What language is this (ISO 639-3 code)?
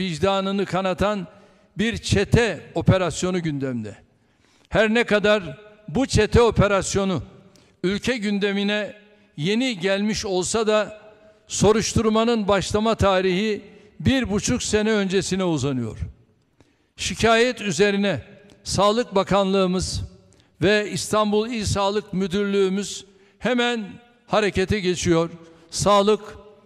tur